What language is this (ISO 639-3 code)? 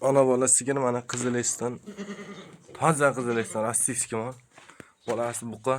uzb